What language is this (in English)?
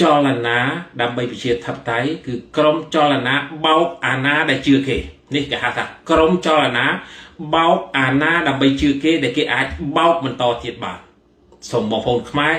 Khmer